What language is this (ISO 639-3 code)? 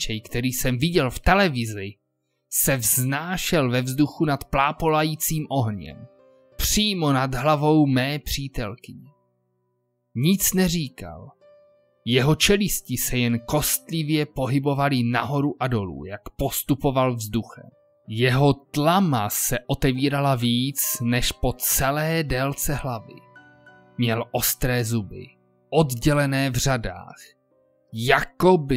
ces